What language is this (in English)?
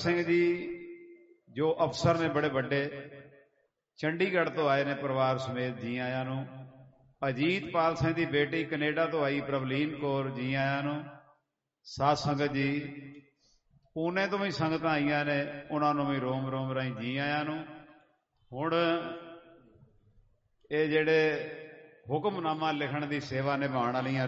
Punjabi